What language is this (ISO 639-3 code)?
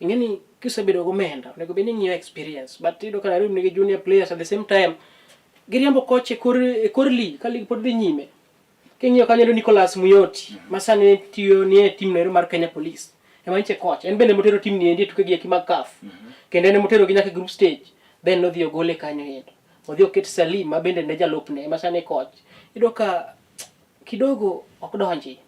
luo